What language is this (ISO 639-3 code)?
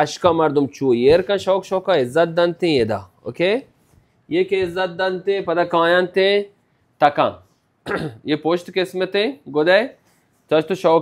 bal